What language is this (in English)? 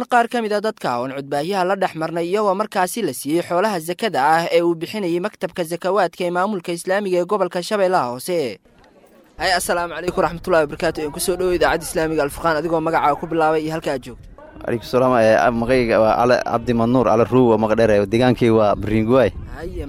Somali